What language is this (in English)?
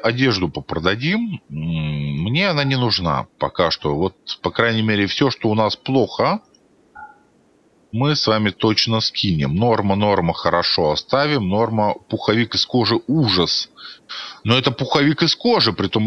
Russian